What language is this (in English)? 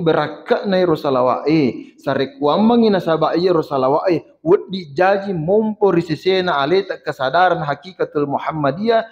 Buginese